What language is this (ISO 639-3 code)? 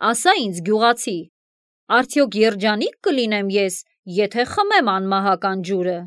hye